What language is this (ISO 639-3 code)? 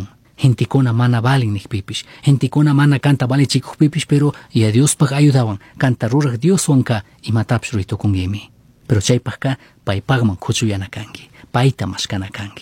qug